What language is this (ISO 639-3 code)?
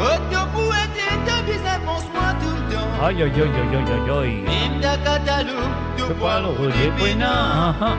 mfe